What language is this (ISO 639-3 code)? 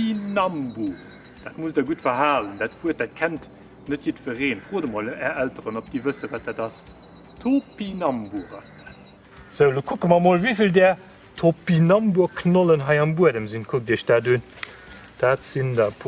ltz